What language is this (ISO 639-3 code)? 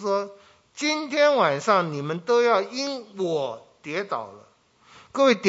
zho